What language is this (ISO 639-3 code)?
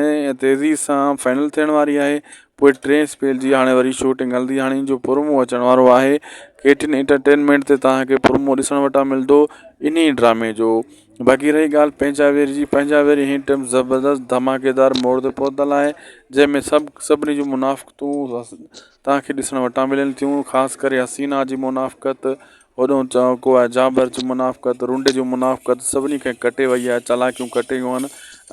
snd